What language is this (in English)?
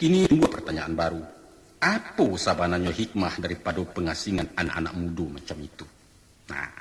Minangkabau